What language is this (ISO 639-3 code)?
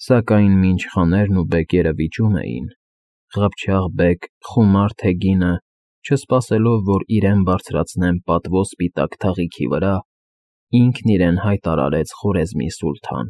hye